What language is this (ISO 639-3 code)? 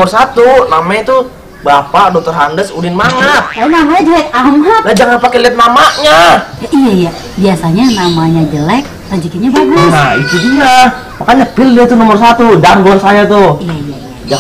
bew